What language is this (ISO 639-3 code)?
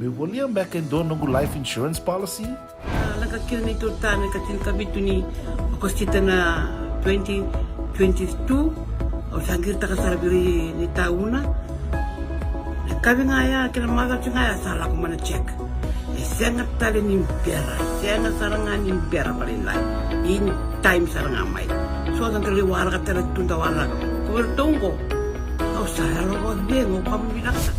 fij